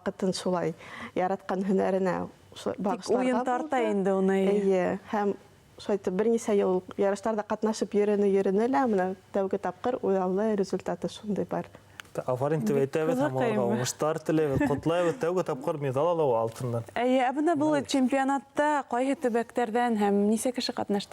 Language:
Bashkir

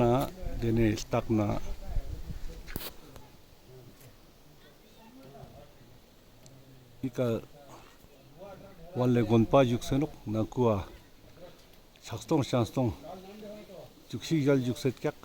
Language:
Ladakhi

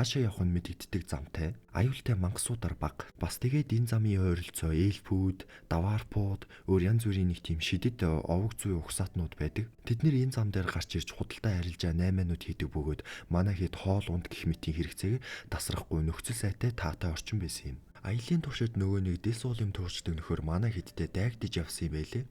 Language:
Mongolian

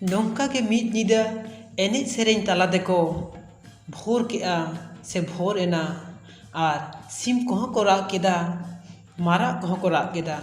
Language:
Santali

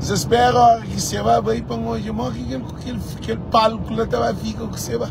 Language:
Kabuverdianu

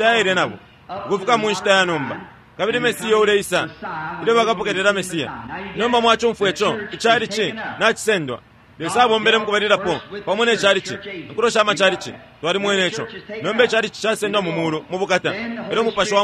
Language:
Bemba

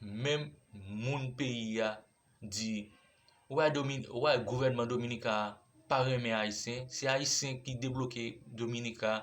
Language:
Haitian Creole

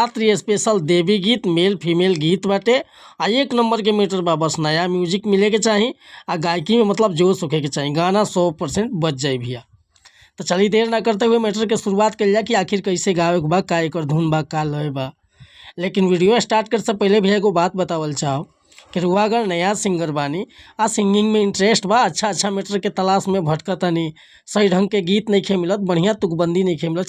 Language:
Bhojpuri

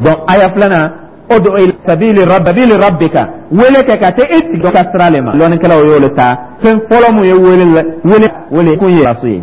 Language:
Dyula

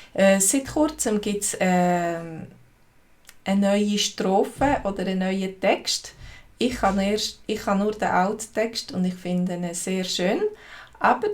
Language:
Swiss German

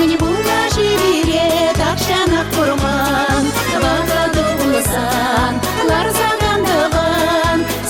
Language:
Chuvash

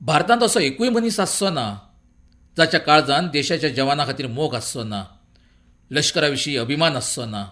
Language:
Konkani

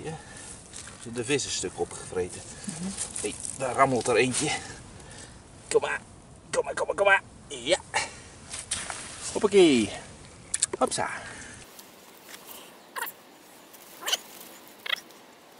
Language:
Dutch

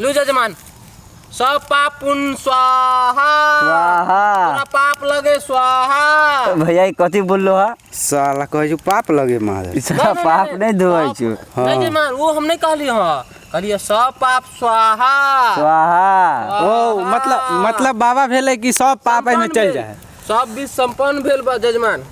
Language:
Maithili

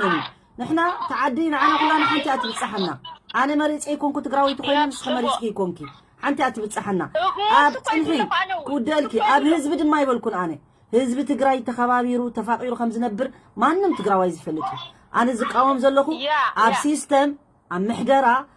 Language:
Tigrinya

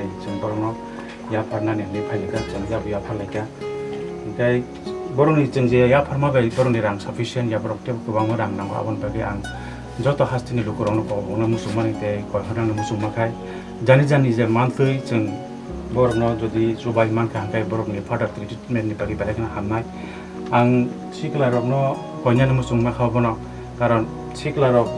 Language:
Kok Borok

